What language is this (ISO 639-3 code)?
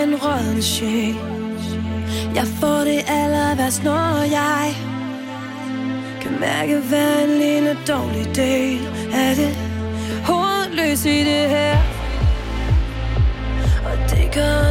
dan